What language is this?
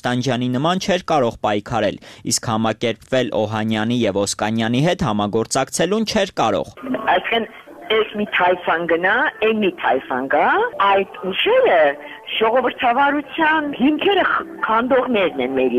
Armenian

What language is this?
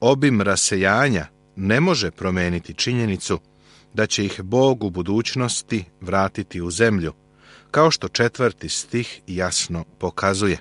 Serbian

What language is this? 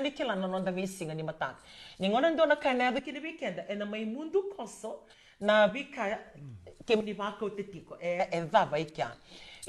Fijian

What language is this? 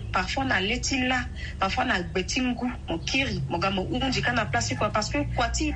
Sango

